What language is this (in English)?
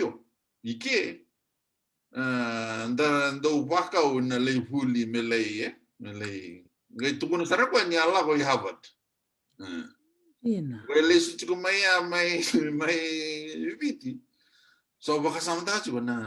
Fijian